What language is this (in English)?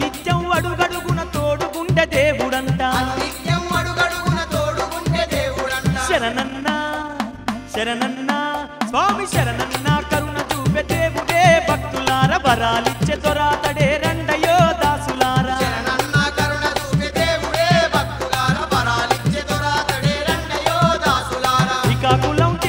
Telugu